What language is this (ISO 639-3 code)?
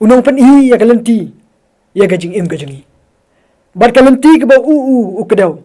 kha